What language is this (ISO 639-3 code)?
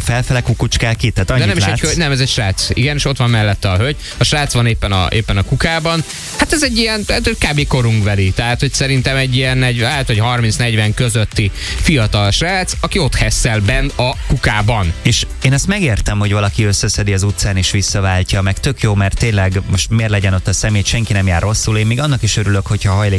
hun